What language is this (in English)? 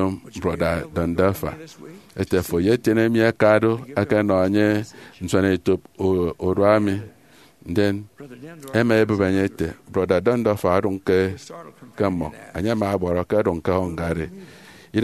Efik